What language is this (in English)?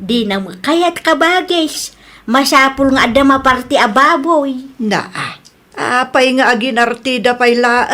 Iloko